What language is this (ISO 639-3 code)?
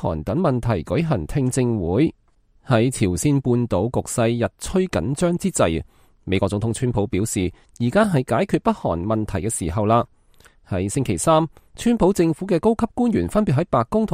yue